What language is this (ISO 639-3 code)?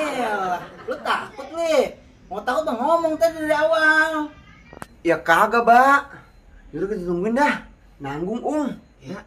bew